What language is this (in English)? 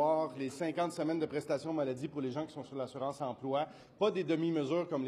French